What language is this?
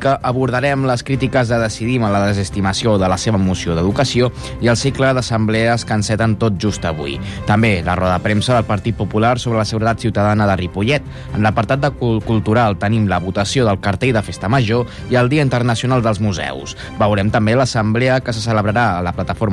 Catalan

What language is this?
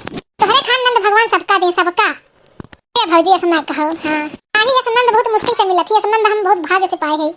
Awadhi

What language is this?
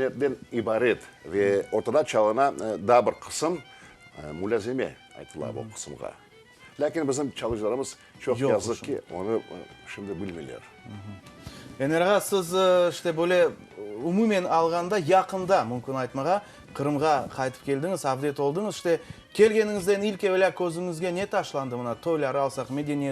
Crimean Tatar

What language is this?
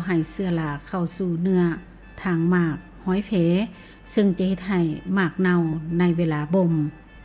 Lao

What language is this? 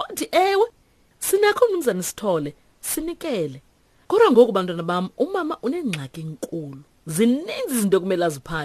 Xhosa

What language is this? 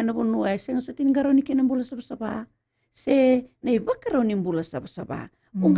Fijian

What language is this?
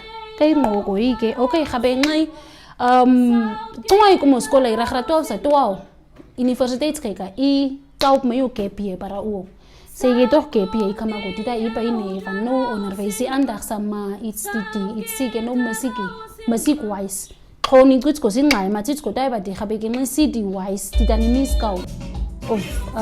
Nama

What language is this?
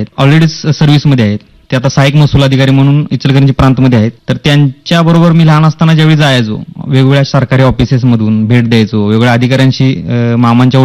Marathi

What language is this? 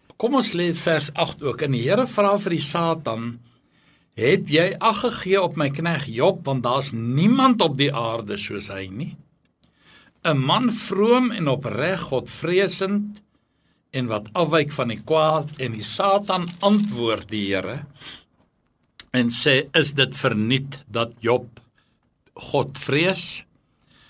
Afrikaans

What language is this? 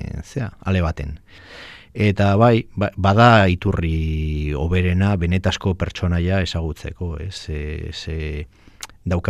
Basque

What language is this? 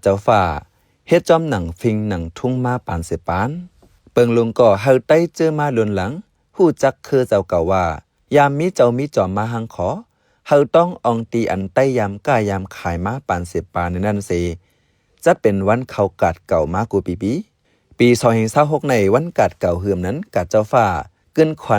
Shan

